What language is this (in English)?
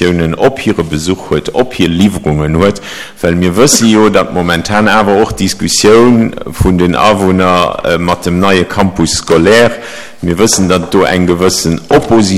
Luxembourgish